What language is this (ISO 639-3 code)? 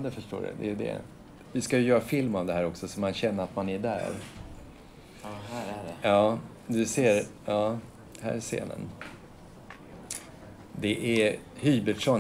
swe